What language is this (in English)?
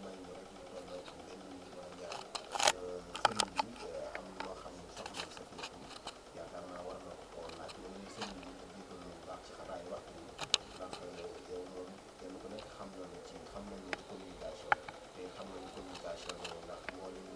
Wolof